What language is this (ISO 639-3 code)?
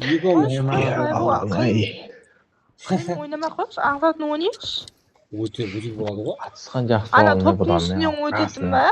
kaa